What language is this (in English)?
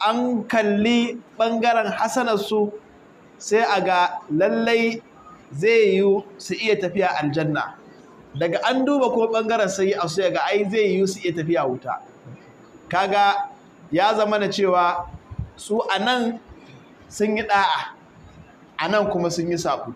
Hausa